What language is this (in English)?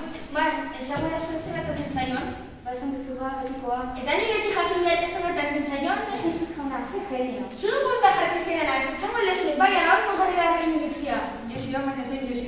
Basque